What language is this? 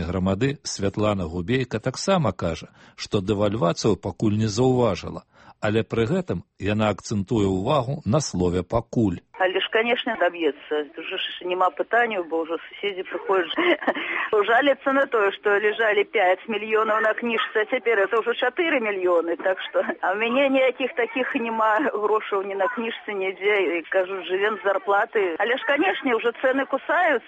Belarusian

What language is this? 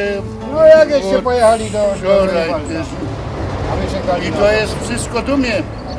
Silesian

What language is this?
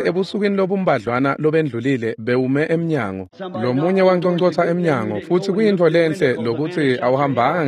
Swati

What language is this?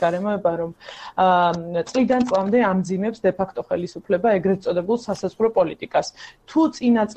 Georgian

